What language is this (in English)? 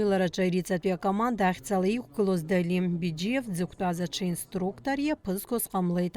Abkhazian